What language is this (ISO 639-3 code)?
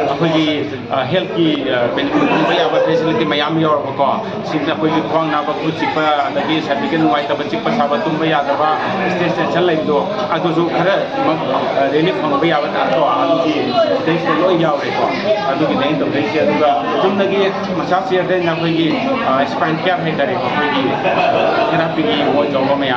mni